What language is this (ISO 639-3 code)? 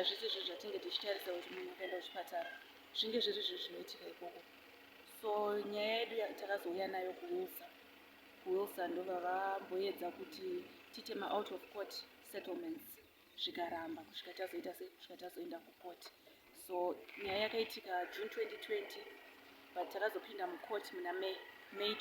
sna